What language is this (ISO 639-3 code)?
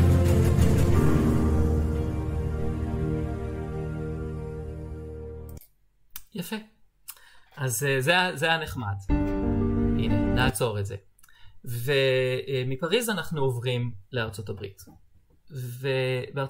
heb